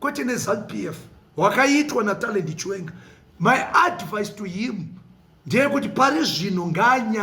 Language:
Shona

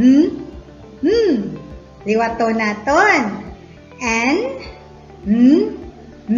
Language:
Hiligaynon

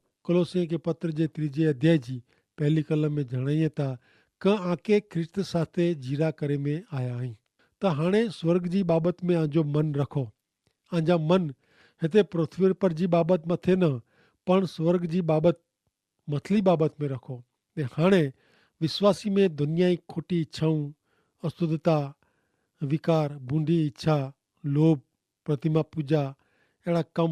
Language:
Kachhi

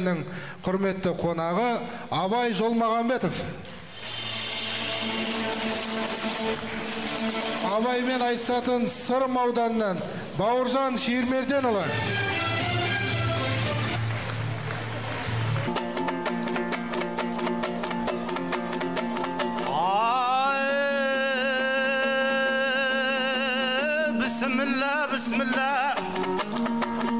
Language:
Kazakh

